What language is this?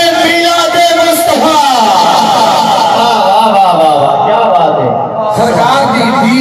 Saraiki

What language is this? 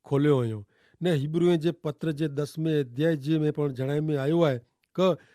Kachhi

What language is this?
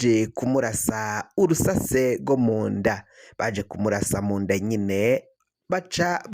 Rundi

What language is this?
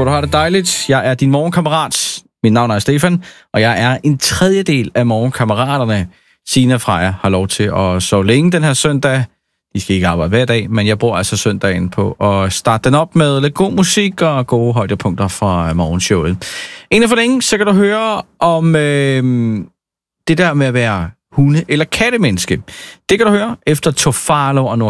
Danish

